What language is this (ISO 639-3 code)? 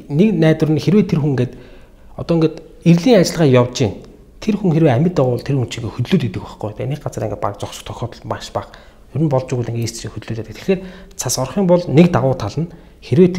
mon